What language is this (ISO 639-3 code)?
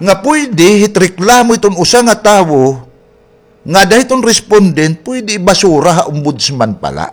war